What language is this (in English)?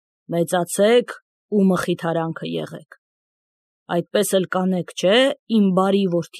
Armenian